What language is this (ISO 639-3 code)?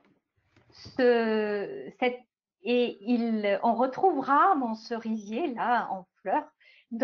fra